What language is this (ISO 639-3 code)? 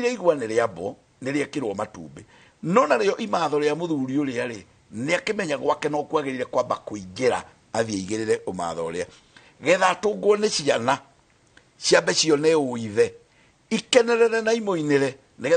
kik